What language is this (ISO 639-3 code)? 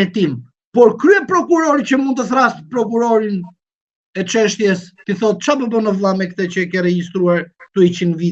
sqi